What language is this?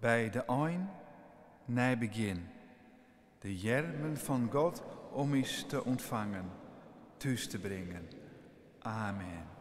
Western Frisian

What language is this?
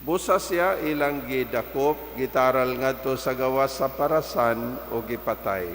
Cebuano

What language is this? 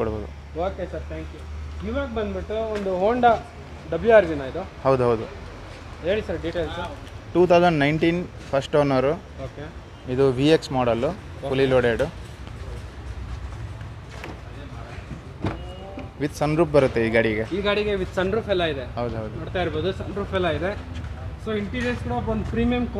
Kannada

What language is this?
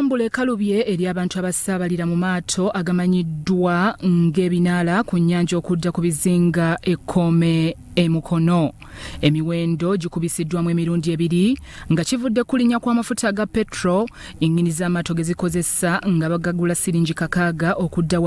Ganda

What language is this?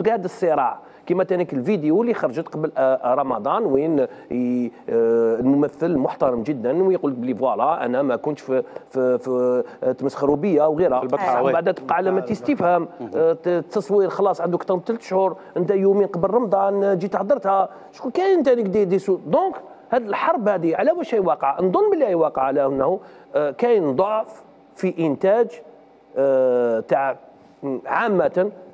Algerian Arabic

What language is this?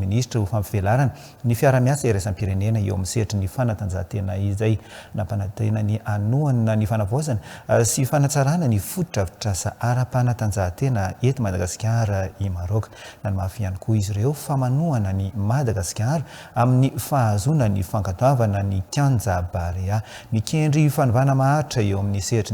Malagasy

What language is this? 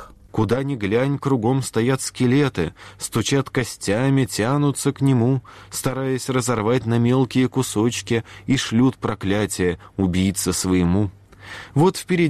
Russian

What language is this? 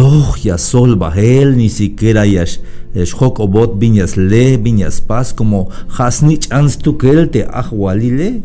Tzeltal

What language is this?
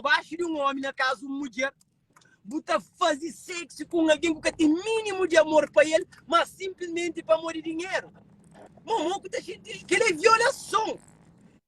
Kabuverdianu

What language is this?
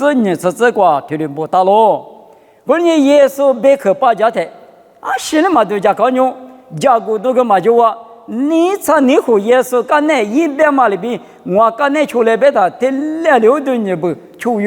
Lisu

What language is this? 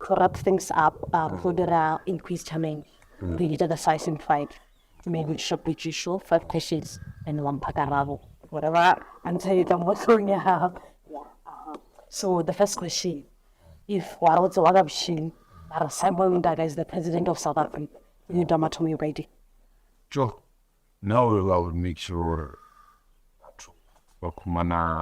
Northern Sotho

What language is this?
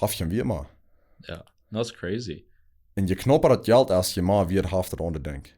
Plautdietsch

